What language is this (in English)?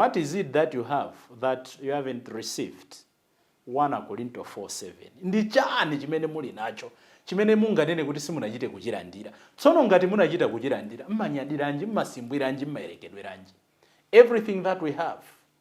Nyanja